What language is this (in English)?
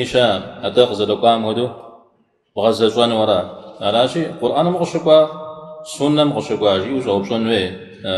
Kabardian